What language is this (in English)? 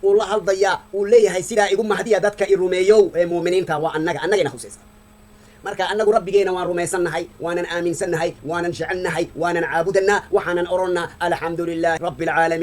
Somali